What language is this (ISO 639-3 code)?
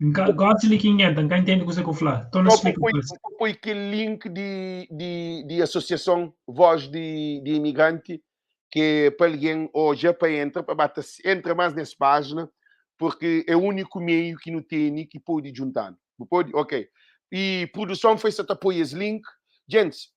kea